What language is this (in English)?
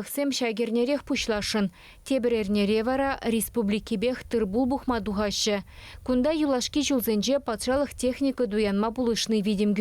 Chuvash